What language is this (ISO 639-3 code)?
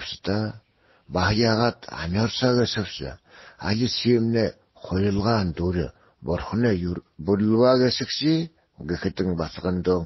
bua